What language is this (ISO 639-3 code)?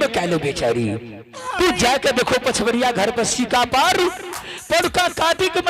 anp